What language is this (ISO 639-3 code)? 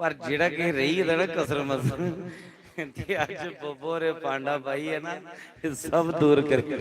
doi